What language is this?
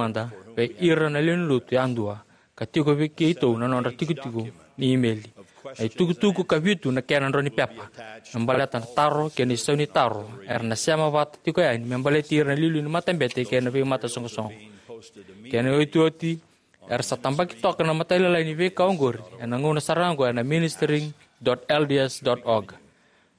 Fijian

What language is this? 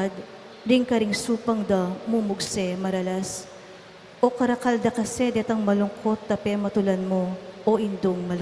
Pampanga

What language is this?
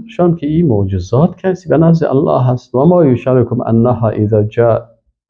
Persian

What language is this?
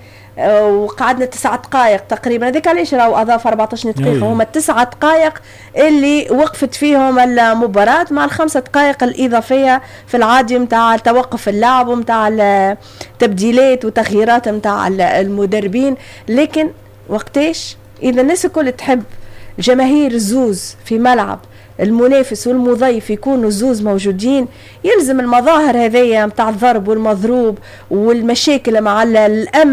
Tunisian Arabic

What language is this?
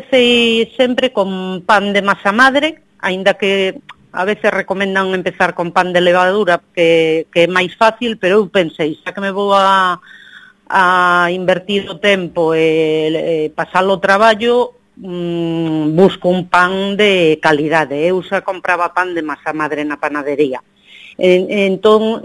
Galician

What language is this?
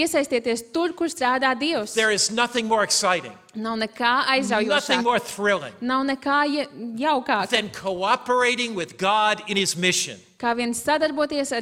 Latvian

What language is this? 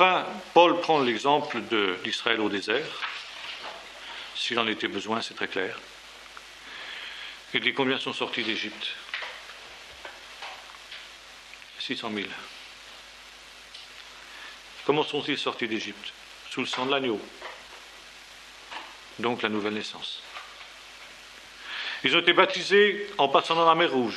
French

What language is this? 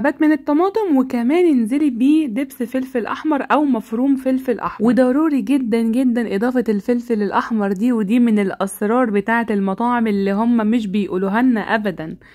Egyptian Arabic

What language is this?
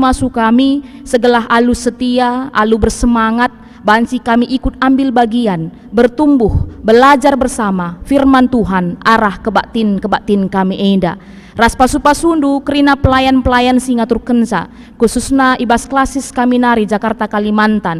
Batak Karo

